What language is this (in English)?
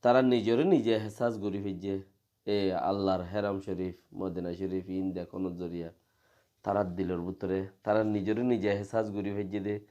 Rohingya